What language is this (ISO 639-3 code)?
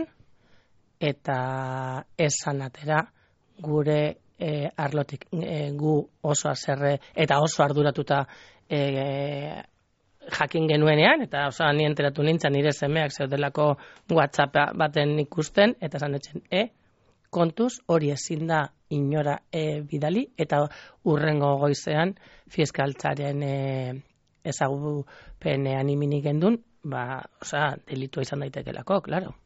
eus